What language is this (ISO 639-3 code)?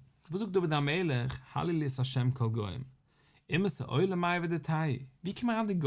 yid